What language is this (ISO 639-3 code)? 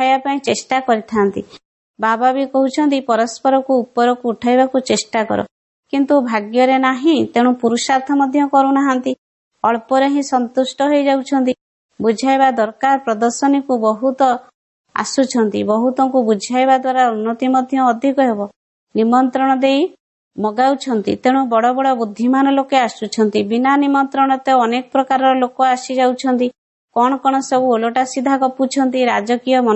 ori